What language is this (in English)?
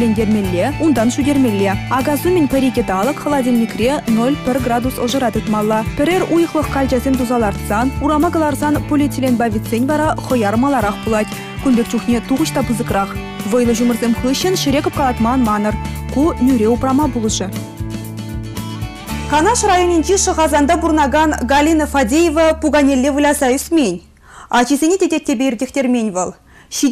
Chuvash